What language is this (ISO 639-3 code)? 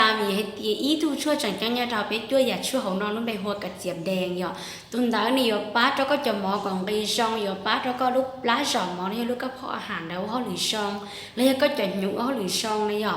hmn